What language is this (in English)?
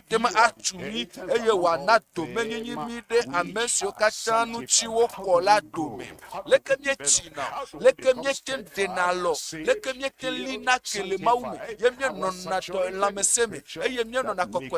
Ewe